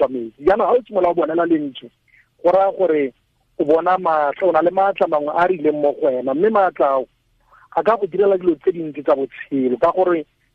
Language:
Tswana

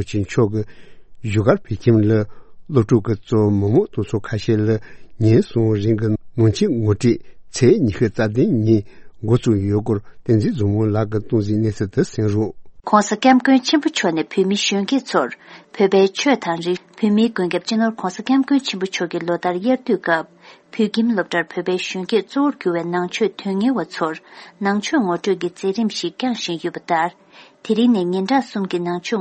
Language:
Tibetan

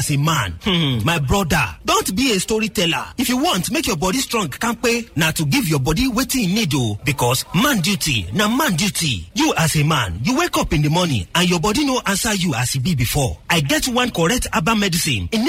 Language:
Nigerian Pidgin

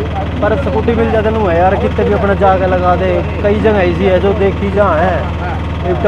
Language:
Haryanvi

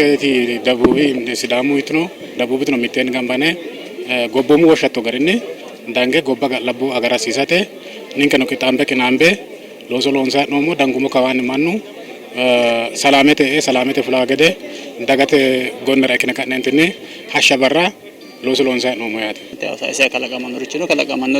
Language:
Sidamo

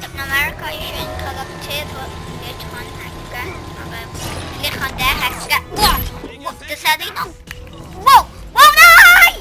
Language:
Swiss German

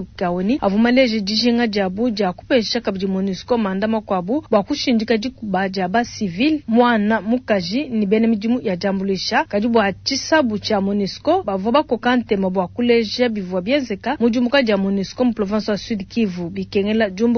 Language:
Luba-Lulua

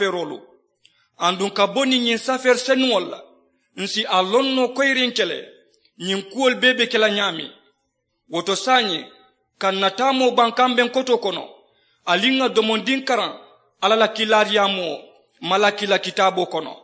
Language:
Mandingo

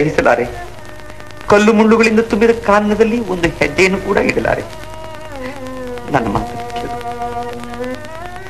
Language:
Kannada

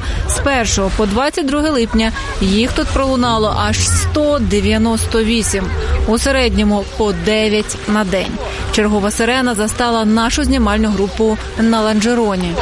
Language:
Ukrainian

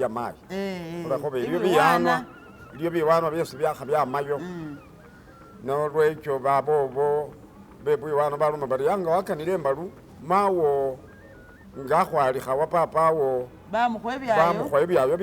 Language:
Masaaba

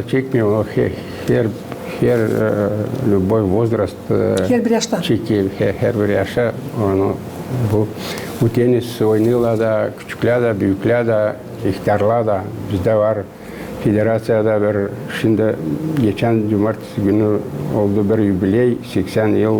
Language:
Gagauz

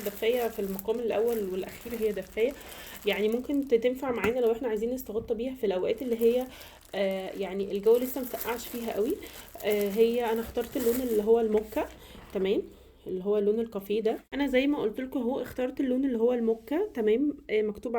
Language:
Egyptian Arabic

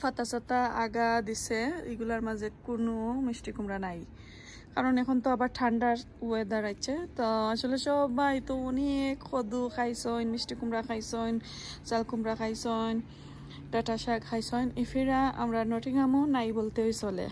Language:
Sylheti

